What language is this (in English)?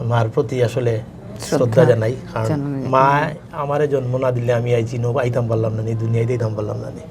Sylheti